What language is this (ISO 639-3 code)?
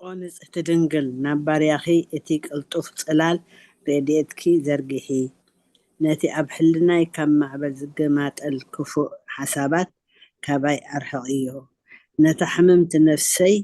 tir